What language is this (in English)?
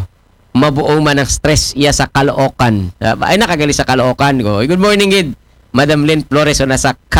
Aklanon